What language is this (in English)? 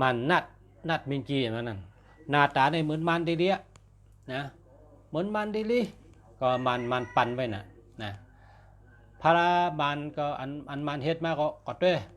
Shan